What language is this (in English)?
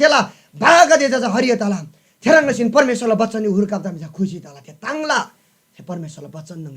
Eastern Tamang